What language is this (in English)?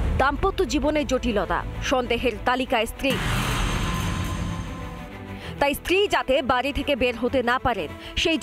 Bangla